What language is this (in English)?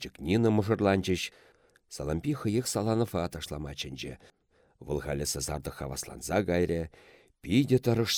Chuvash